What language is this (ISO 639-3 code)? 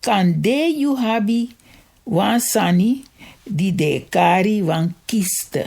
srn